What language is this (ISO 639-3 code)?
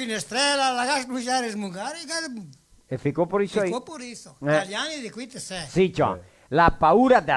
vec